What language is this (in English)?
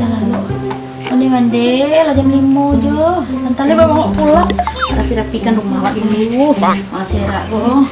Minangkabau